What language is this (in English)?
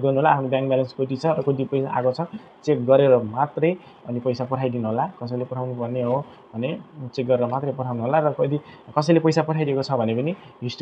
Nepali